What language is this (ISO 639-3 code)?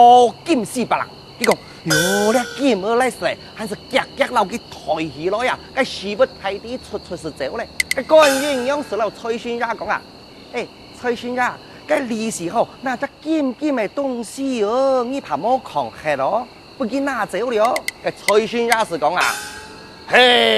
hak